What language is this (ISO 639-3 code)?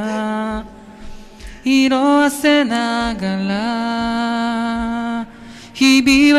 jpn